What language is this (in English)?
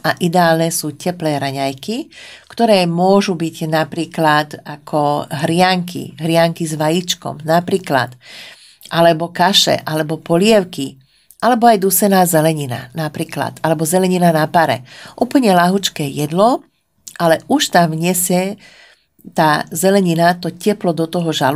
Slovak